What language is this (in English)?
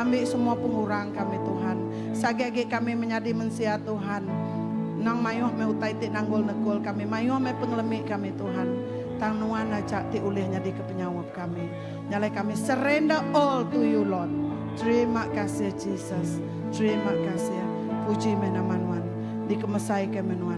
Iban